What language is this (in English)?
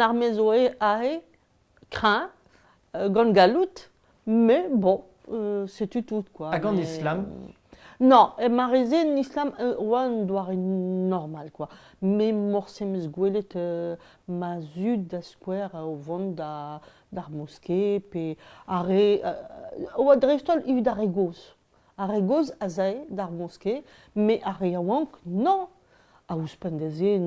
Breton